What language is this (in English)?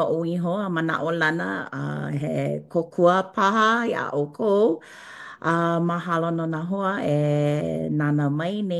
Hawaiian